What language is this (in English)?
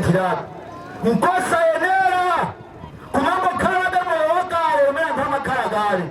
Nyanja